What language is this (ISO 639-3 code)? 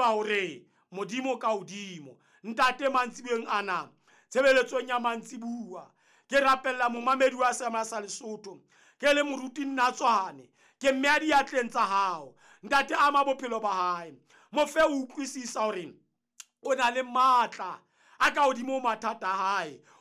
sot